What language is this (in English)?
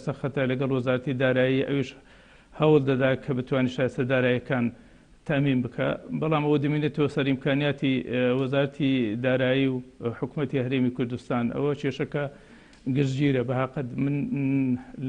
Central Kurdish